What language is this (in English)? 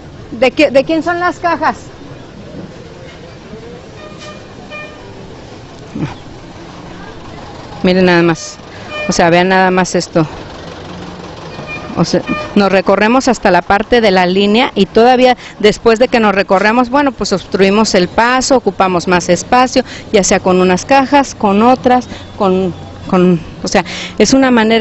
Spanish